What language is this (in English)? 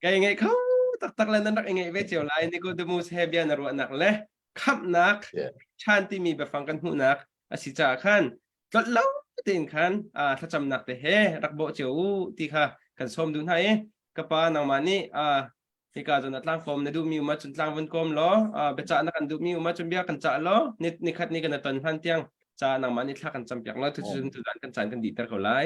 Hakha Chin